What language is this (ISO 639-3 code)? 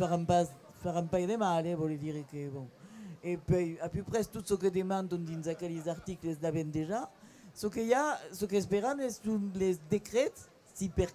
oci